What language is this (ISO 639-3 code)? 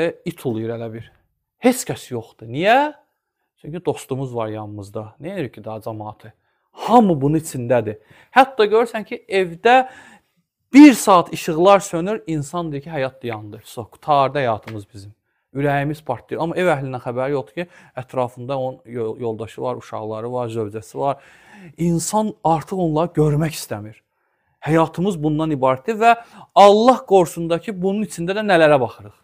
aze